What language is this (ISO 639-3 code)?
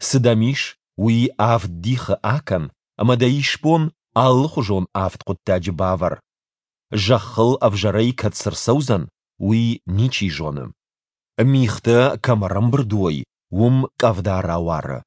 oss